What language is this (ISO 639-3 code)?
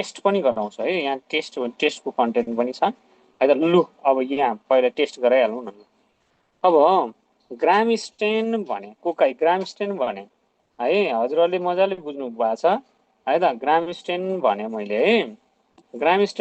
nep